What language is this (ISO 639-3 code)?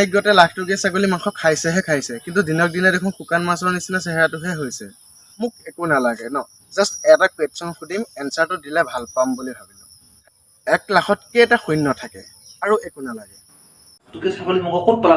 asm